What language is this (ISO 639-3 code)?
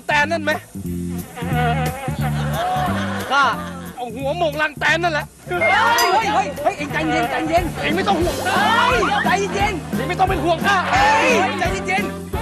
tha